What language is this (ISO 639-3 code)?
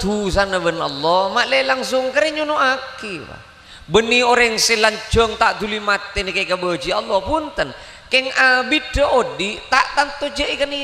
mad